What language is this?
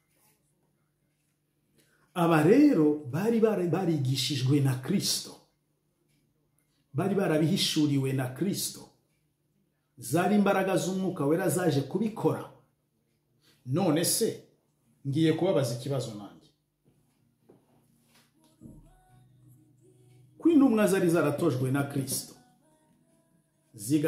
Kinyarwanda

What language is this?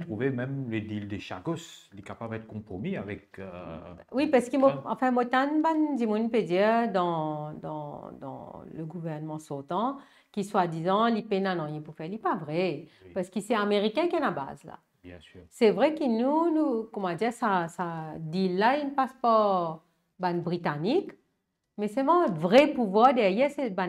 Morisyen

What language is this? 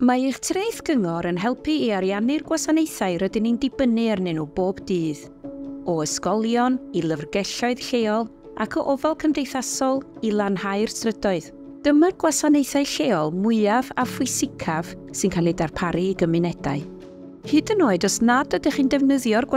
Welsh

